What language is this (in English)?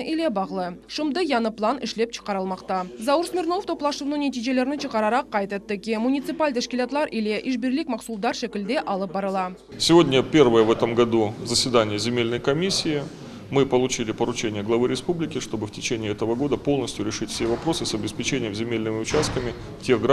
Crimean Tatar